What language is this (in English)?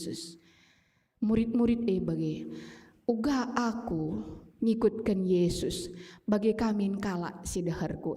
Batak Karo